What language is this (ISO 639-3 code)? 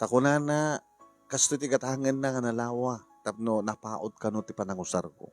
ilo